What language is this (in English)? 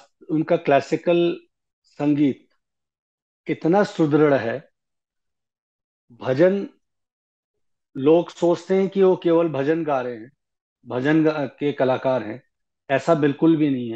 Hindi